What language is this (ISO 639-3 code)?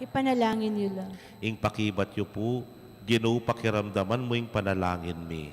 pam